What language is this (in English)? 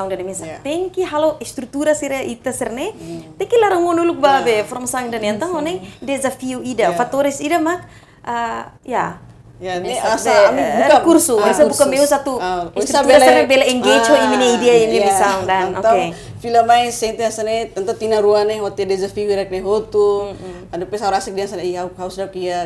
Tetum